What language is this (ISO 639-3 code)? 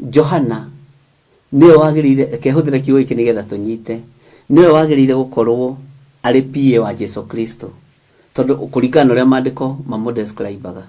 kik